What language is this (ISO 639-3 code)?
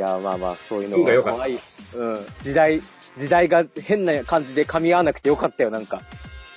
jpn